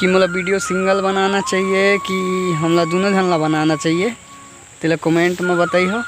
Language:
Chhattisgarhi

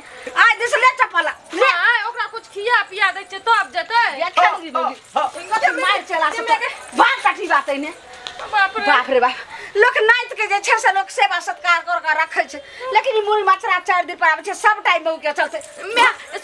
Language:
Maithili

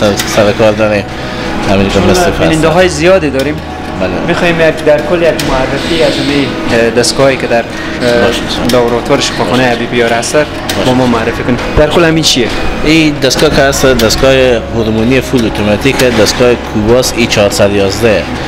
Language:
Persian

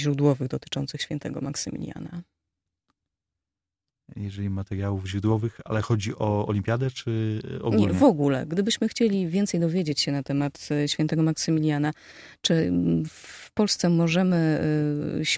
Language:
Polish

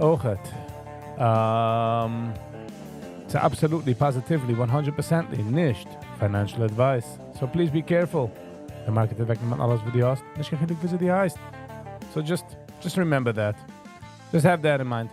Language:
Yiddish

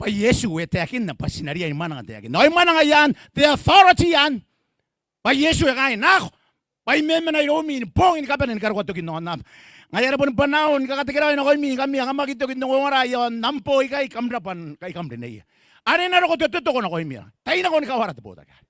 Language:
Gilbertese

